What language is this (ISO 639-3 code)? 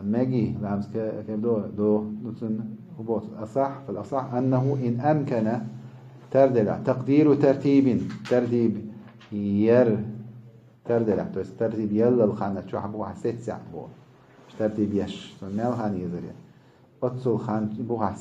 che